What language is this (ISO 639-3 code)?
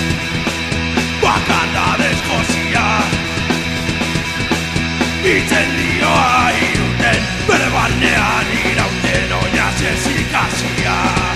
eus